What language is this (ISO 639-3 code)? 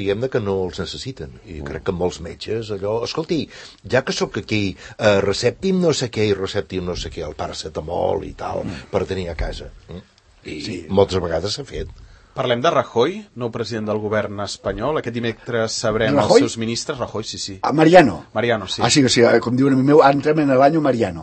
cat